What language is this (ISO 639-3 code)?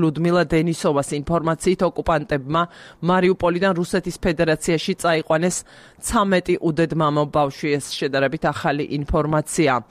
kat